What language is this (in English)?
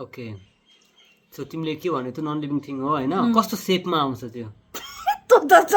Nepali